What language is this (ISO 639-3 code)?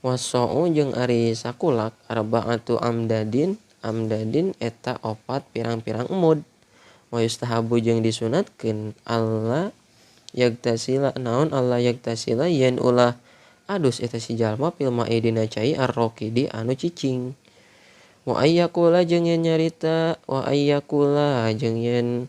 sun